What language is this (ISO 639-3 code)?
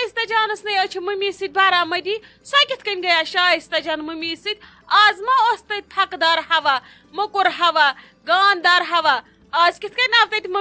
kas